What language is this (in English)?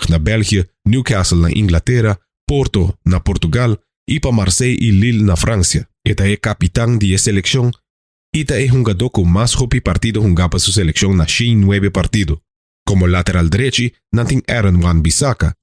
Papiamento